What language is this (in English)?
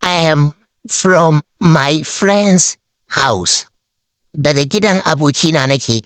Hausa